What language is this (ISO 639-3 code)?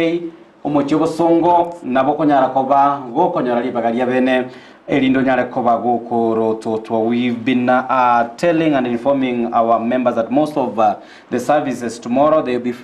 guz